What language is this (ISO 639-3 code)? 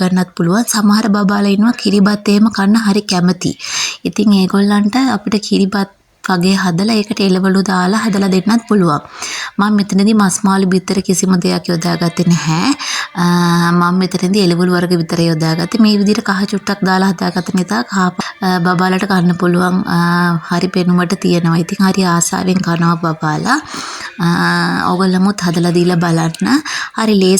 sin